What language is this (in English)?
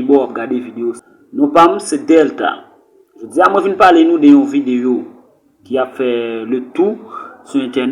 Haitian Creole